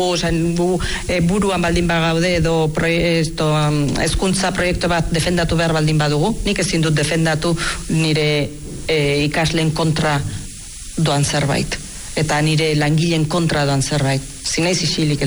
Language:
Basque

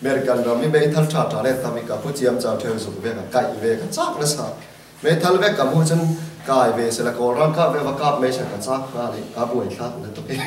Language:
Falam Chin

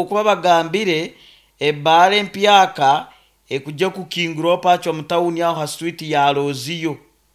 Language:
Nyoro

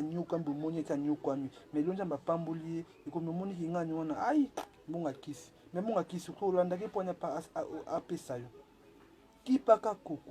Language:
Lingala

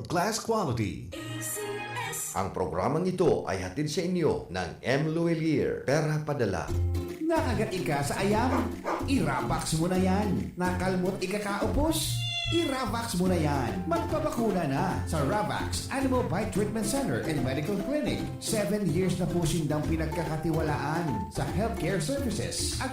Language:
Bikol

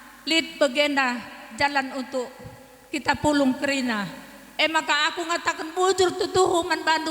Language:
Batak Karo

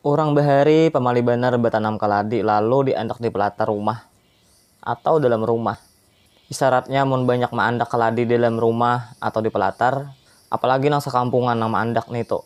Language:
Banjar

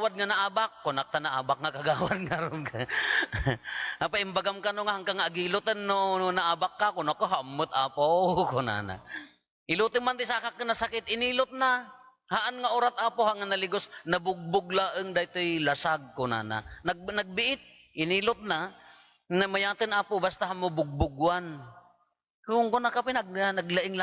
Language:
Iloko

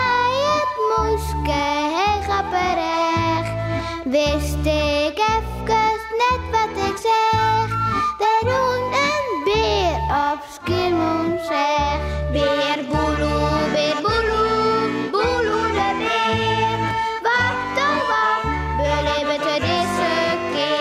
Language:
Western Frisian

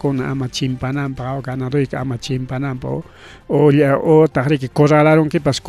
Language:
Ayacucho Quechua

